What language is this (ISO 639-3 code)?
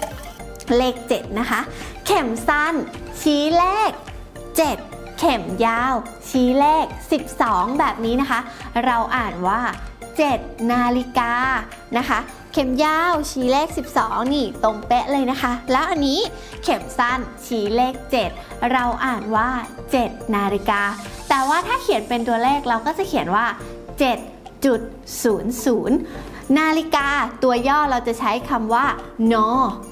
tha